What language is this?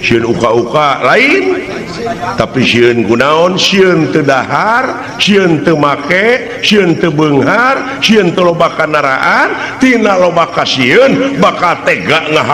Sundanese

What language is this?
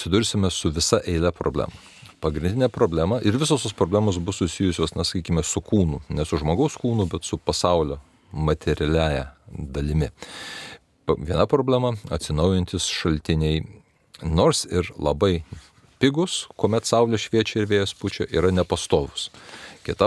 Lithuanian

